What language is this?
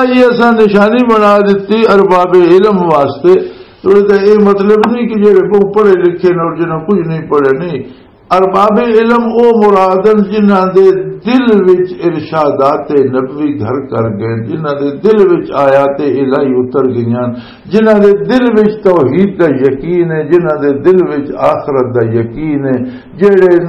Western Panjabi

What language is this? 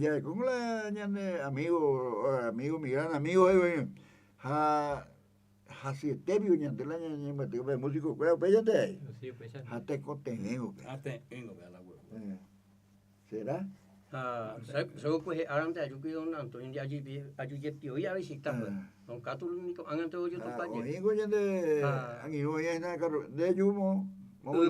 Guarani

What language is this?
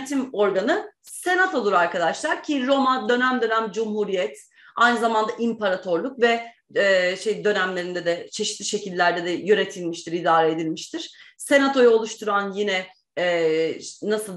Turkish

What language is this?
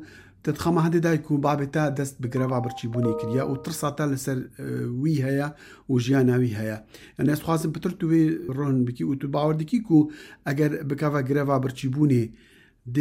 Kurdish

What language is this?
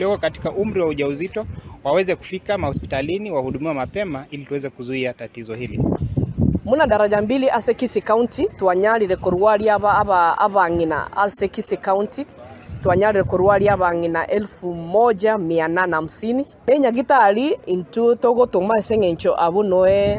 Gusii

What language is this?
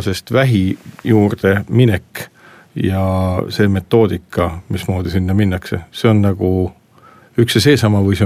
Estonian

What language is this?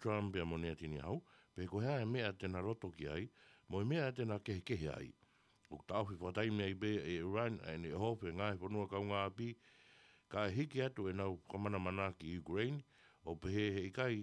Tongan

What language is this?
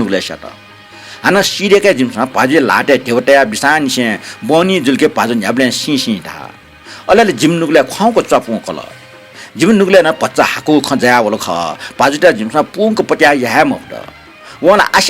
Newari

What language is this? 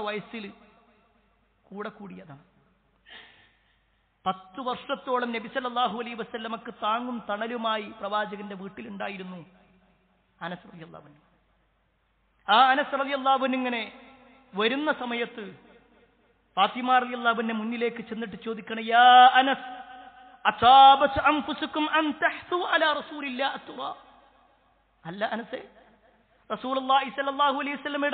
Malayalam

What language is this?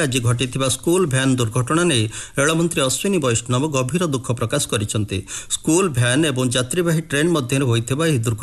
Odia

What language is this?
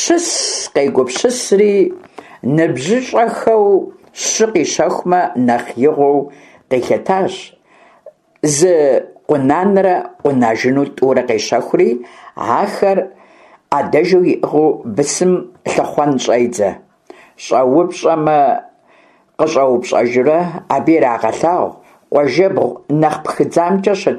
Kabardian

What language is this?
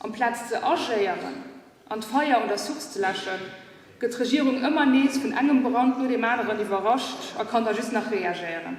Luxembourgish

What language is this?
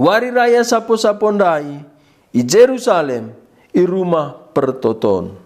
Batak Karo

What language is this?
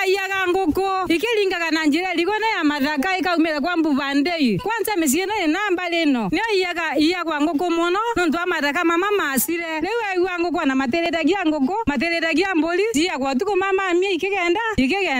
Meru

